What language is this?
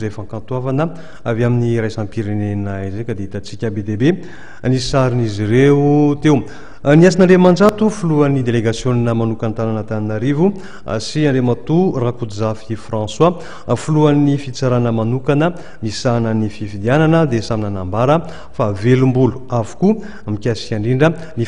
Malagasy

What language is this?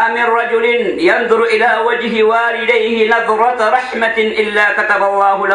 Maranao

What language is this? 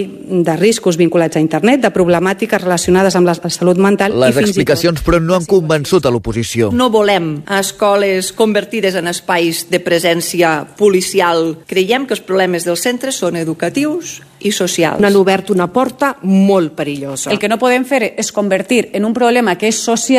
Catalan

